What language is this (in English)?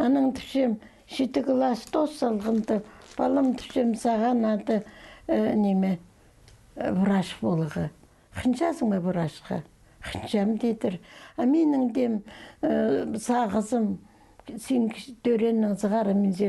Khakas